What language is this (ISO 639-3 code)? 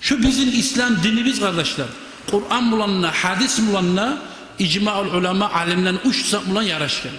kum